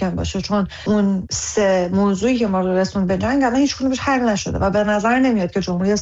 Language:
Persian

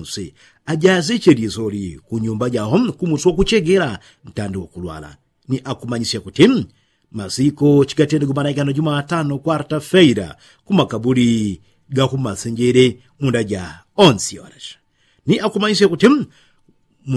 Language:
Yao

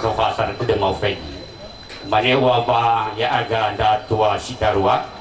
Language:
Nias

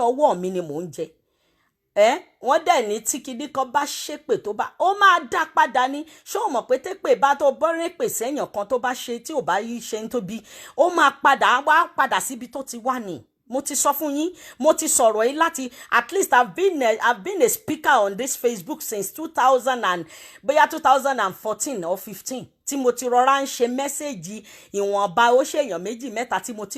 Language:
Yoruba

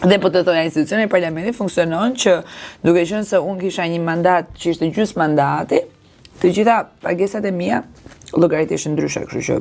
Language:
Albanian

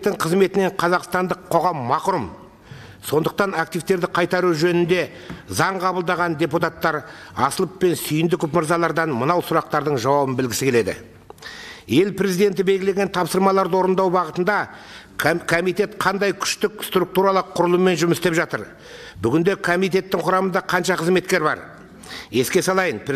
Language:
Kazakh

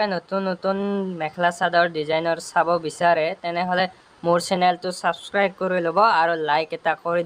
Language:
Assamese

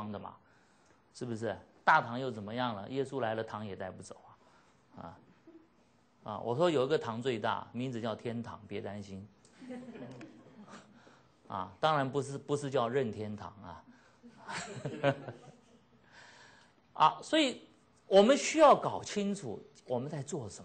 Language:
Chinese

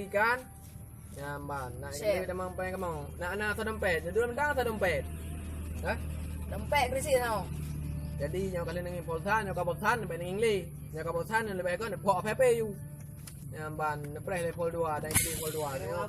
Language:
Achinese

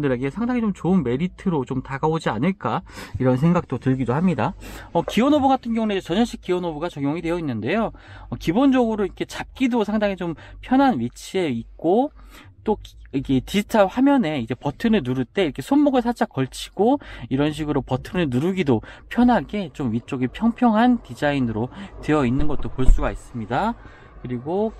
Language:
Korean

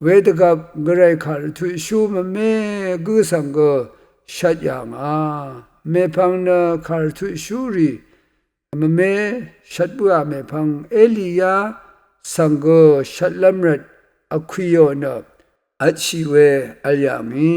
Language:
Rawang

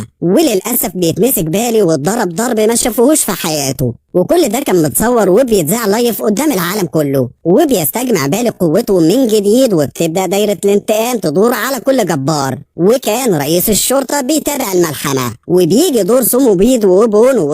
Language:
Egyptian Arabic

